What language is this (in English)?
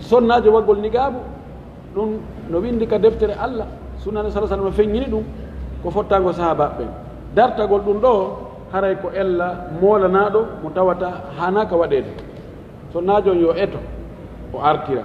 Pular